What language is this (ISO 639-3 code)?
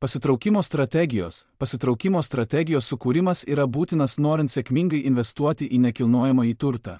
lit